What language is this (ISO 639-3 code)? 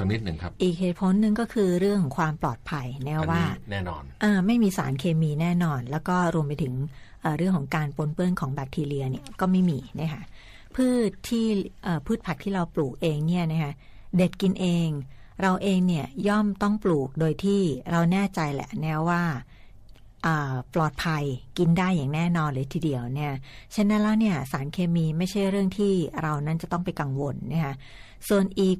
tha